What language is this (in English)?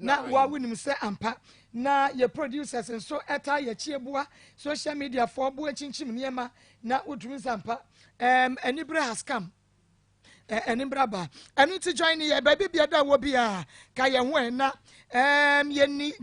Akan